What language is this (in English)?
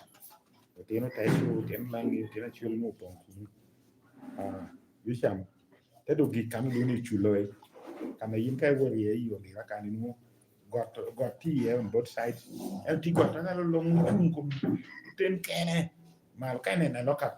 Lango (Uganda)